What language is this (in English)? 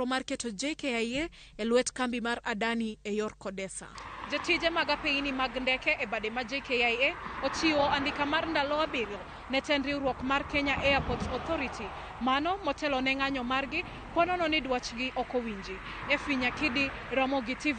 Luo (Kenya and Tanzania)